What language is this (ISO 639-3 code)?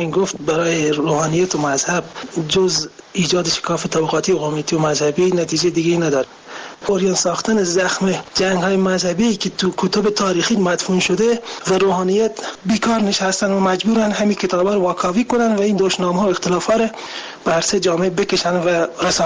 fas